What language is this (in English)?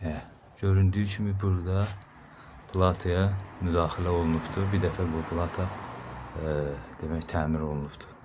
Azerbaijani